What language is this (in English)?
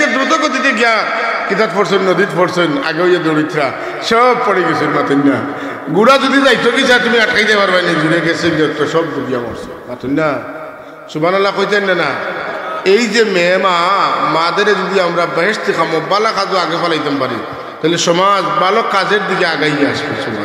Sylheti